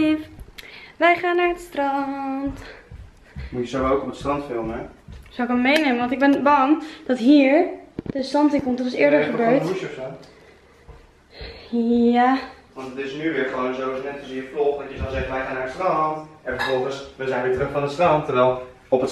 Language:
Dutch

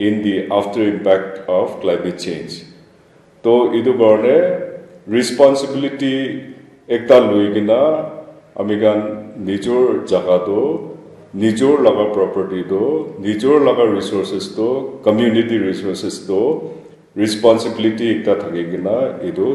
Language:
Naga Pidgin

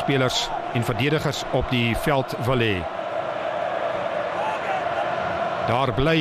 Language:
Afrikaans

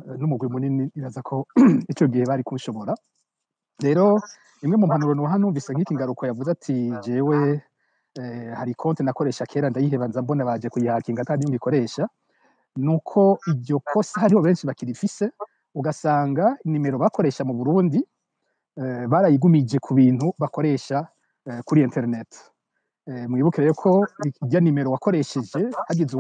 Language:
Rundi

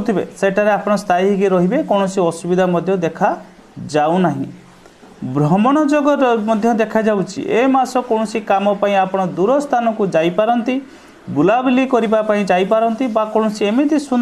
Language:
Odia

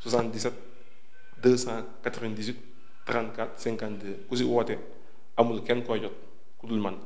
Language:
Wolof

